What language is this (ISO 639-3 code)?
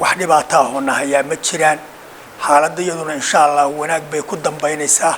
som